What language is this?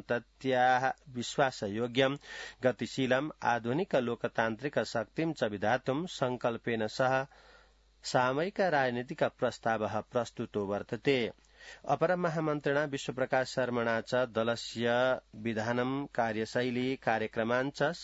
Sanskrit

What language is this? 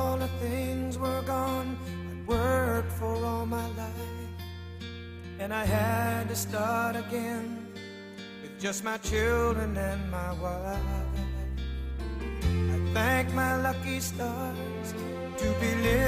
English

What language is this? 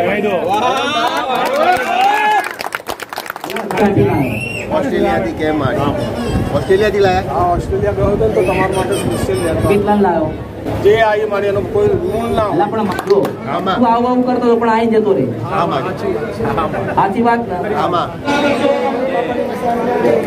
Gujarati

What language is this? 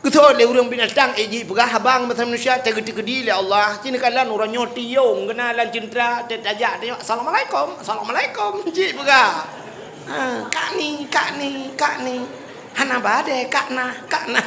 Achinese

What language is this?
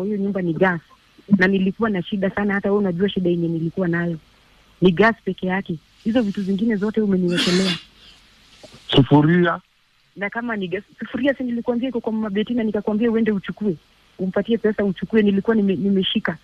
Swahili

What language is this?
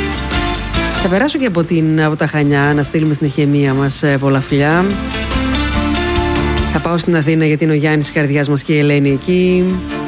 Greek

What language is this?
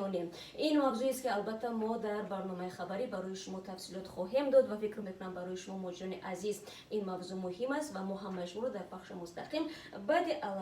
Tajik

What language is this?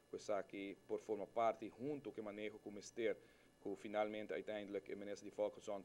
Papiamento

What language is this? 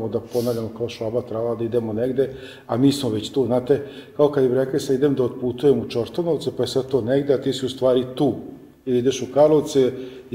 Serbian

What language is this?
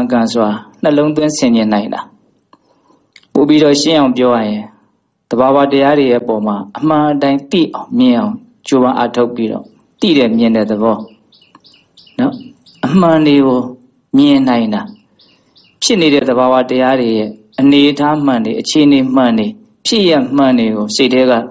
Burmese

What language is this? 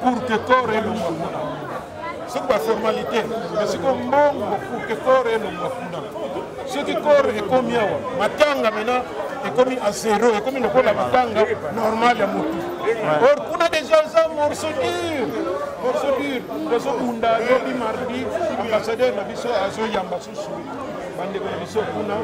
Lingala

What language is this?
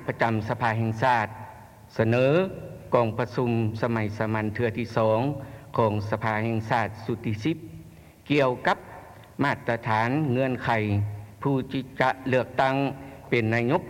Lao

